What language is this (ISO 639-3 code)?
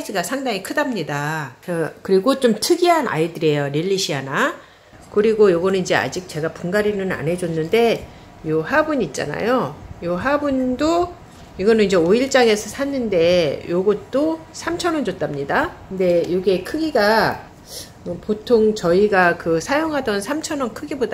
kor